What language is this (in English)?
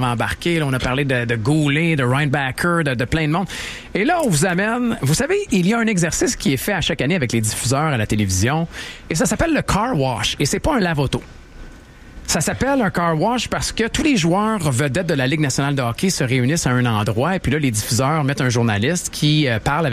French